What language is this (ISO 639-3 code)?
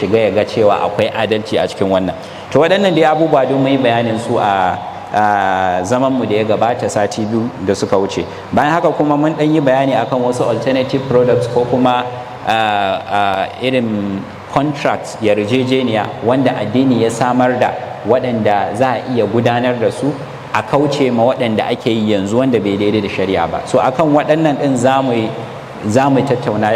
hau